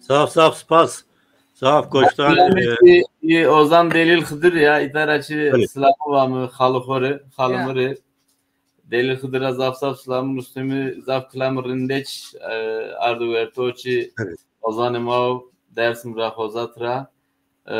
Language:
Zaza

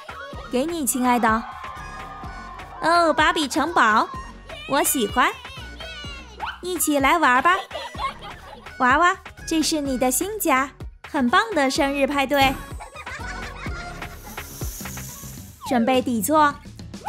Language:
Chinese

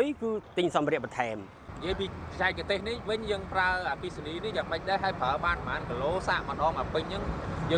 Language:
Khmer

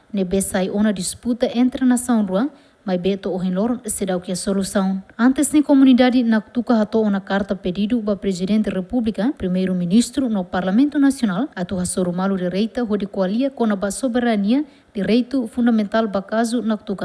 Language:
Tetum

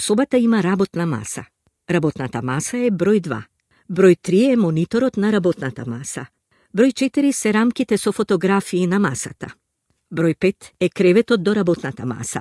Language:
Macedonian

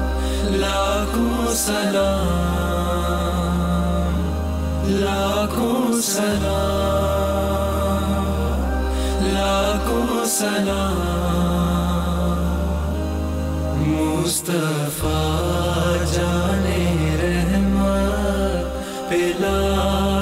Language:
Urdu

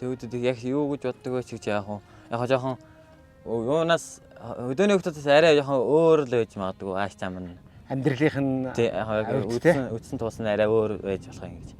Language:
Mongolian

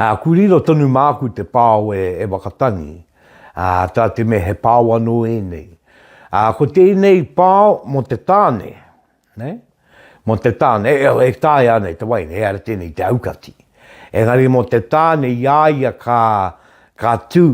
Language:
Māori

